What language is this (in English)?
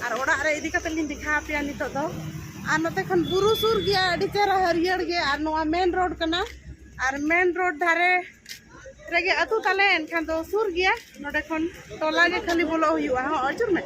Santali